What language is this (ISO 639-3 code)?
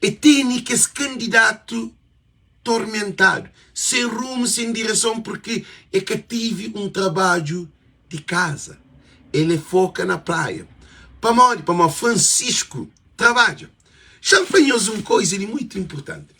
kea